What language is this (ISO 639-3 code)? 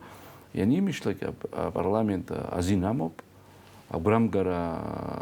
abk